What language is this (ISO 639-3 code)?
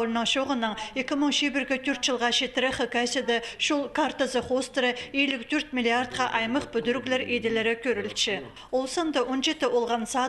kjh